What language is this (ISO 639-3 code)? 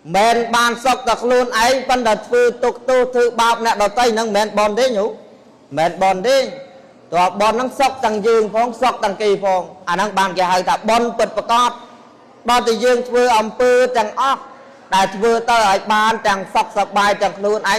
khm